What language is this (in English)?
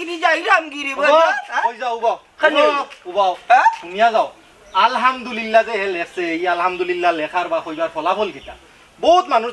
Sylheti